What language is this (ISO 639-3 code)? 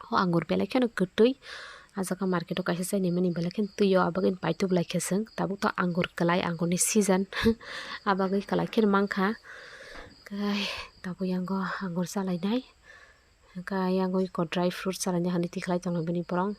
trp